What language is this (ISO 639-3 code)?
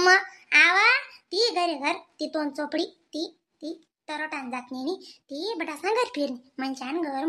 khn